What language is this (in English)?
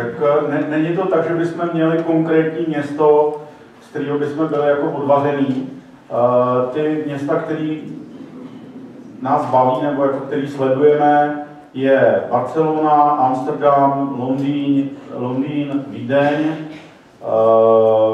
Czech